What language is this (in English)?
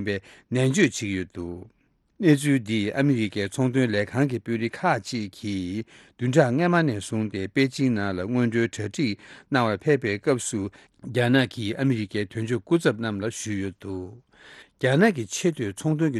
Tibetan